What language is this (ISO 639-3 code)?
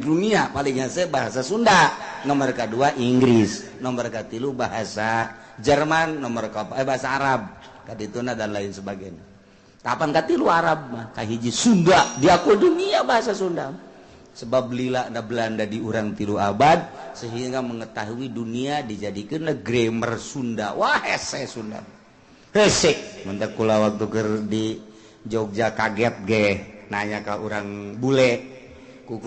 sun